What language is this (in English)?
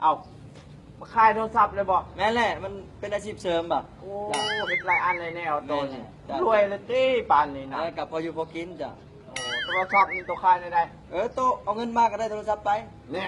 Lao